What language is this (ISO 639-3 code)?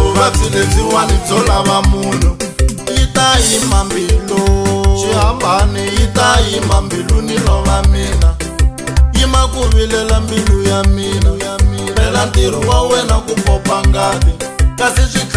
tso